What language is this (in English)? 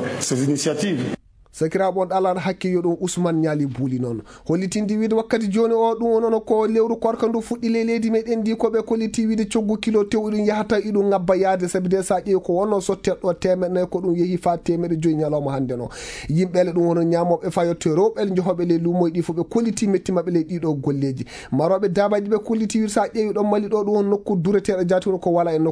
Fula